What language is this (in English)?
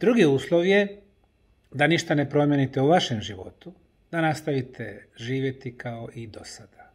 Bosnian